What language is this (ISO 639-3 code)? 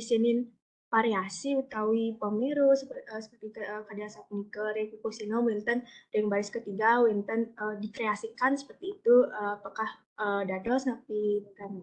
ban